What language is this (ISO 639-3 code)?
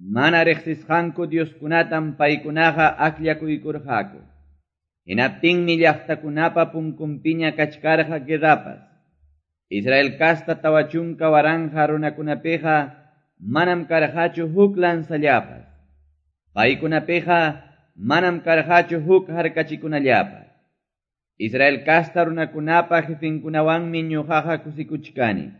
que